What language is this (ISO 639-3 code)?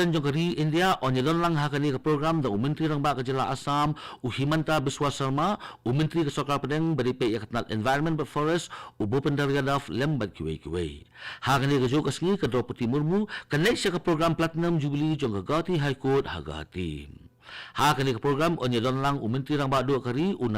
kha